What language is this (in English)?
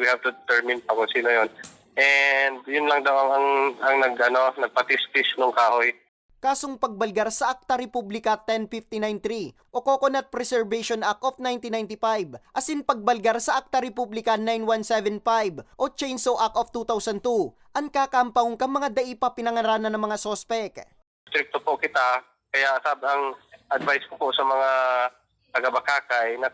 Bikol